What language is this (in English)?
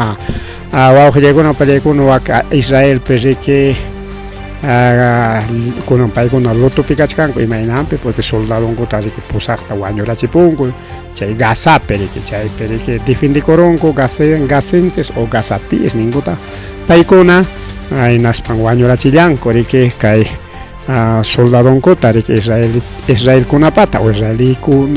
Ayacucho Quechua